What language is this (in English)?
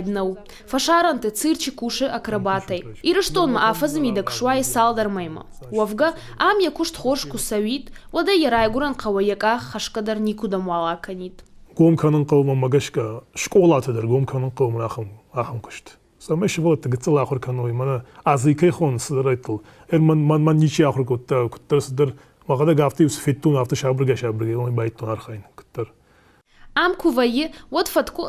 Ossetic